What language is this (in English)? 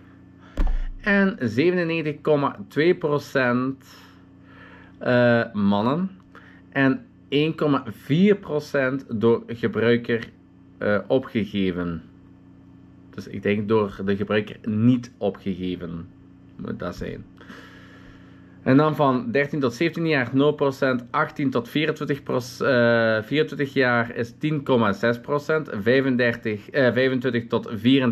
Dutch